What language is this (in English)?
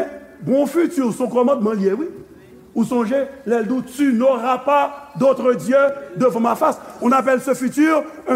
Haitian Creole